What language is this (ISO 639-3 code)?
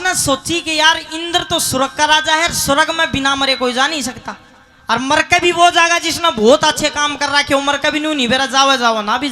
bgc